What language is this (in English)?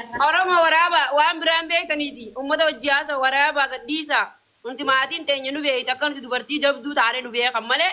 Oromo